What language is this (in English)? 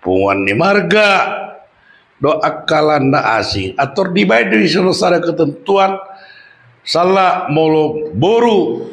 Batak Toba